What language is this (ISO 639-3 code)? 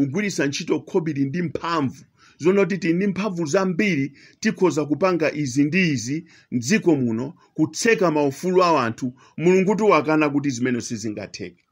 nya